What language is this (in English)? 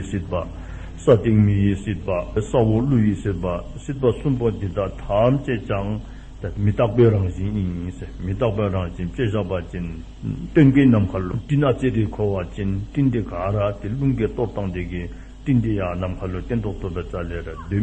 Dzongkha